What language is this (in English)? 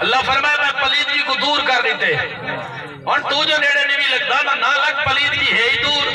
Saraiki